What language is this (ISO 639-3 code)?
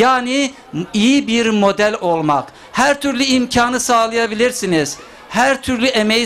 tur